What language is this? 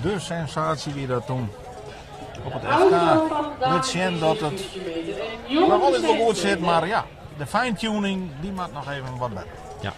Western Frisian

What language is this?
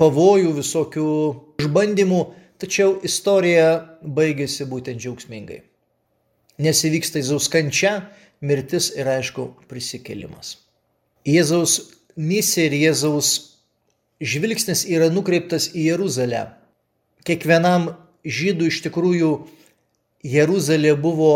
Lithuanian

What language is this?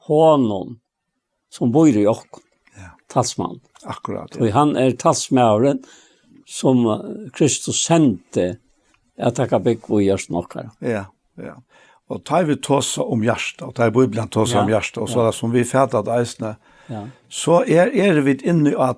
Faroese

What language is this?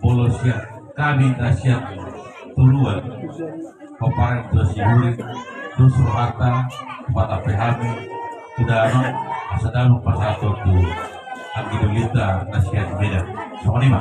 Batak Toba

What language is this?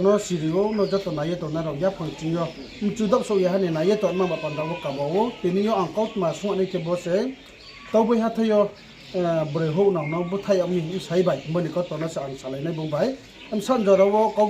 Riang (India)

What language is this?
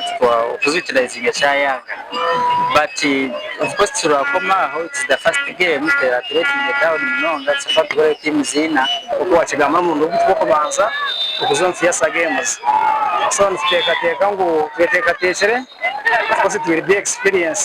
Nyankole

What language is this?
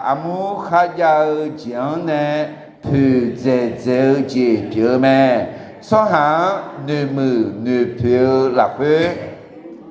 Akha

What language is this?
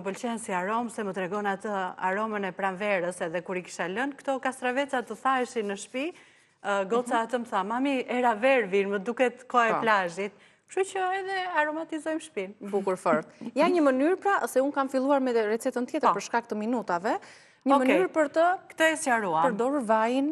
Albanian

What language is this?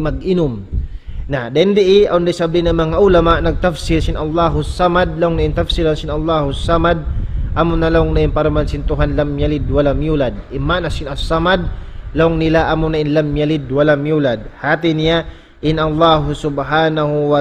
Tausug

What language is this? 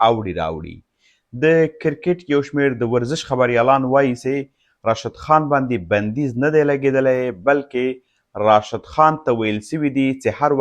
Pashto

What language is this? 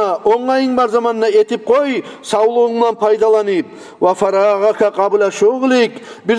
Kumyk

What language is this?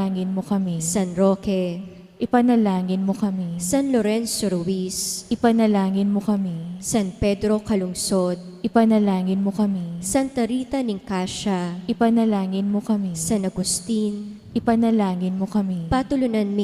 Pampanga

